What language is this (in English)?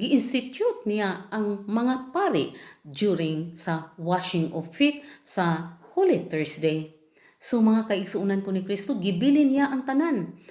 Cebuano